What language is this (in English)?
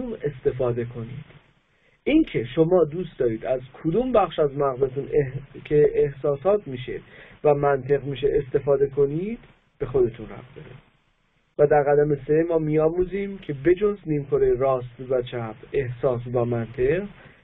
Persian